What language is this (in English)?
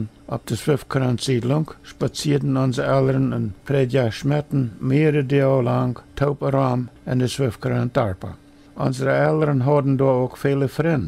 Plautdietsch